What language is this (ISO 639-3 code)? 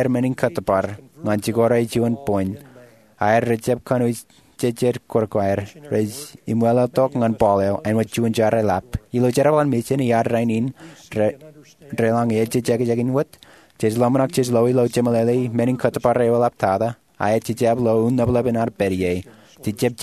mah